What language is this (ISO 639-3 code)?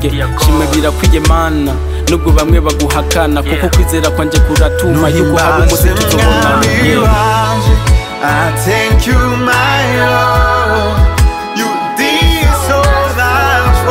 run